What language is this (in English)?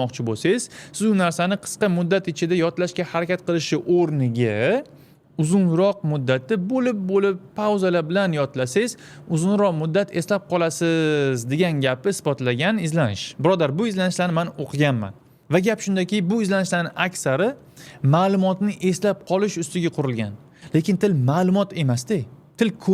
Uzbek